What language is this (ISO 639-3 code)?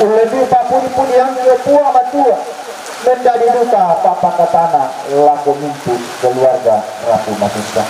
sda